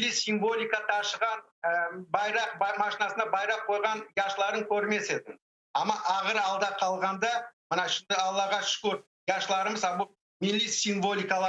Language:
Crimean Tatar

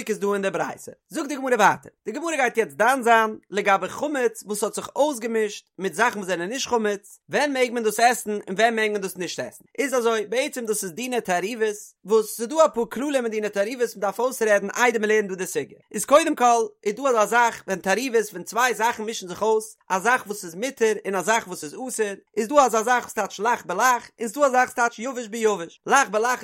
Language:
Yiddish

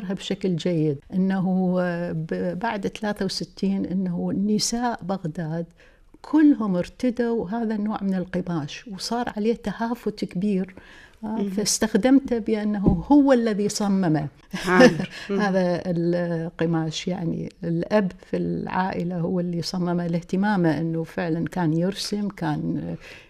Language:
Tunisian Arabic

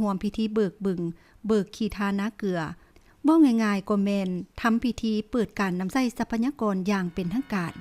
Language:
Lao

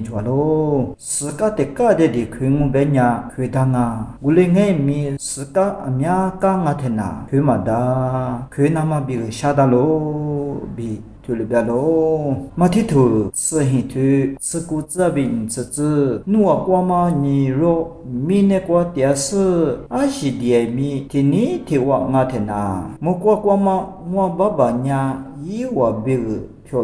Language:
Lisu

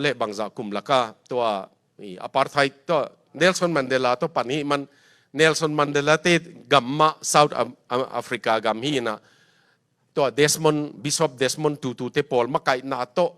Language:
Tedim Chin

